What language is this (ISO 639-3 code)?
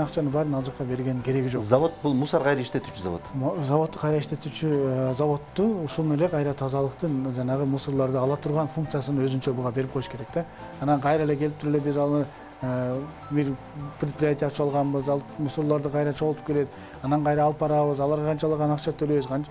kir